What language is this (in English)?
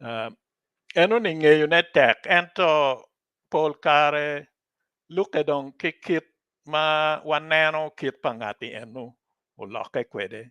Acoli